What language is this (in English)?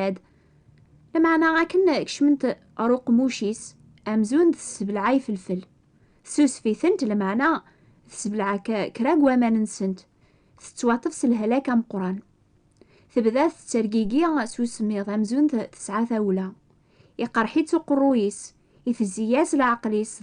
Kabyle